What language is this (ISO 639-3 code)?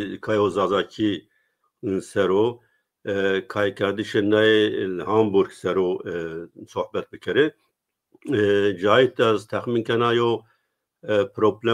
zza